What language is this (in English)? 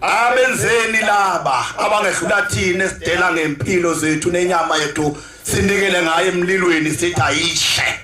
Zulu